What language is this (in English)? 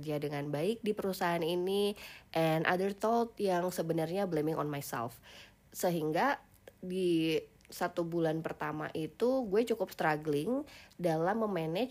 Indonesian